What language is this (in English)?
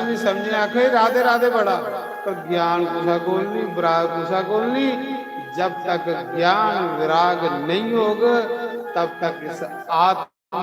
Dogri